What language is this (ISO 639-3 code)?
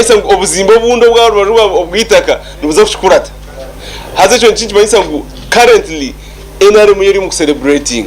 nyn